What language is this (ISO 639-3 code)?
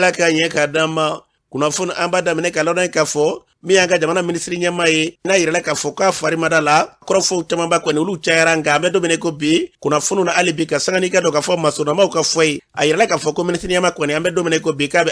bam